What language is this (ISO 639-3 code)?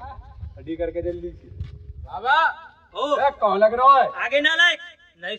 bra